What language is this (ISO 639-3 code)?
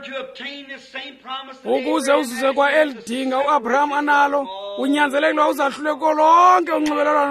xho